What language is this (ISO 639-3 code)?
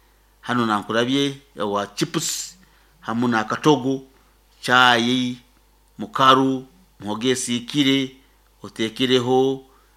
nyo